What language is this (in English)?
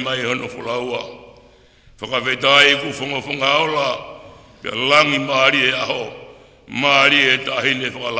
Tongan